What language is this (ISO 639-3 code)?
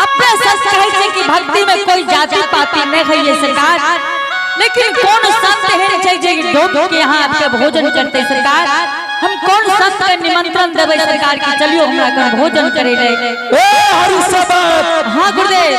anp